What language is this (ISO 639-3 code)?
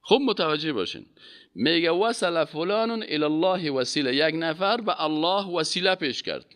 fas